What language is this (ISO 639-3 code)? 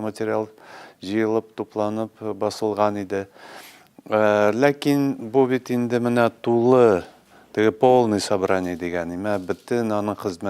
tat